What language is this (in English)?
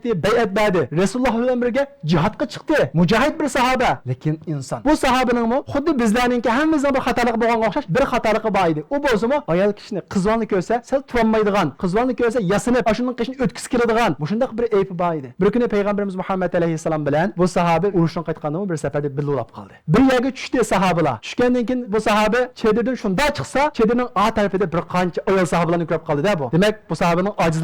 Uyghur